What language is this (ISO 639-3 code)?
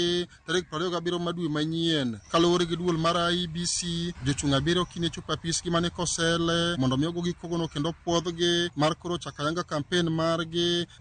luo